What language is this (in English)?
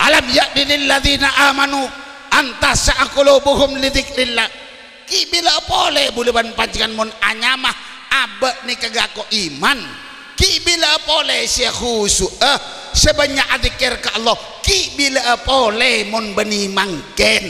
Madurese